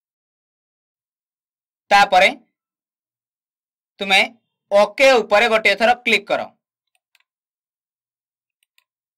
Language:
Odia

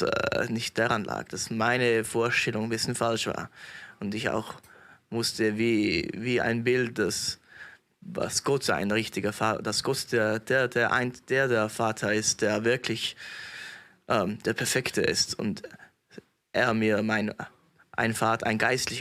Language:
Swiss German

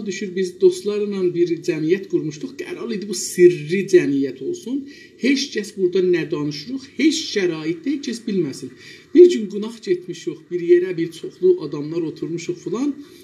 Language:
South Azerbaijani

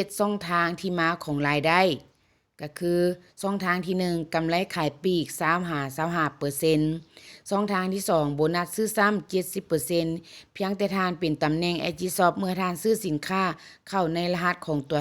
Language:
Lao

